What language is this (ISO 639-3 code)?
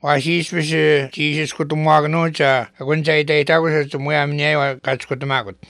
lav